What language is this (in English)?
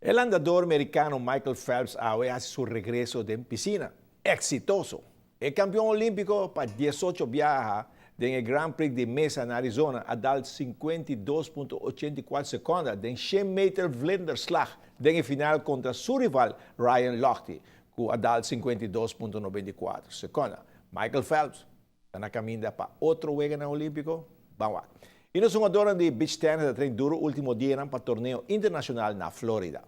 Papiamento